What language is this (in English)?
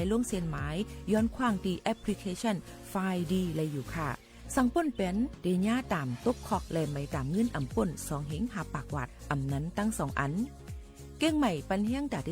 Shan